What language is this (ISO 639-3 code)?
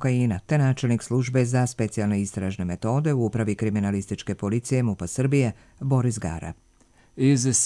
srp